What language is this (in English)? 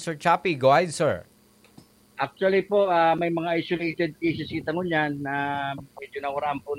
Bikol